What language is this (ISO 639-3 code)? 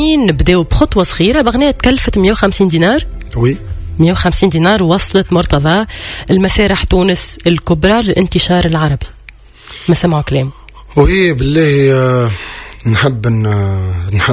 aeb